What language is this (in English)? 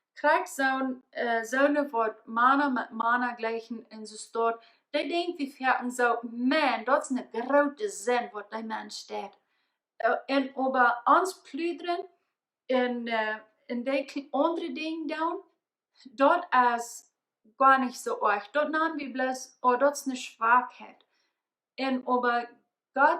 Plautdietsch